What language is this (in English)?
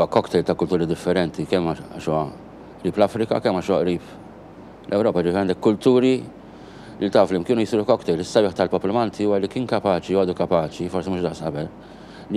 Maltese